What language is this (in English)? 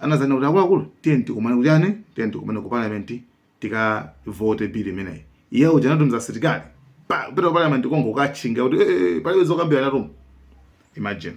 Nyanja